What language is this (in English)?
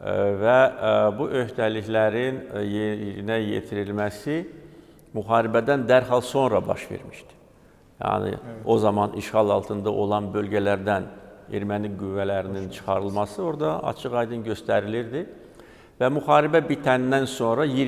Azerbaijani